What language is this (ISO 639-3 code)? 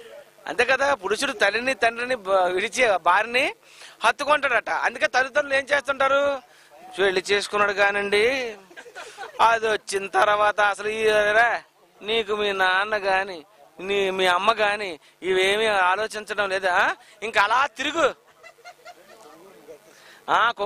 tel